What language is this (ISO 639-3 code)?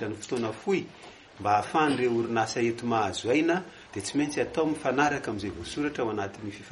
mlg